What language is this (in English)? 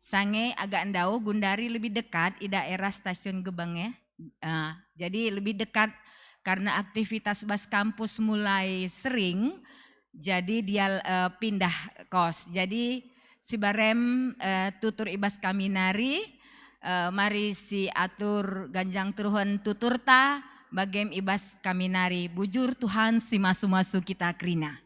Batak Karo